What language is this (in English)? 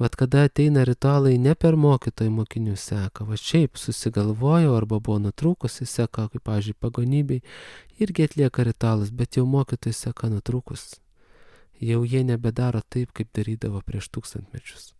Lithuanian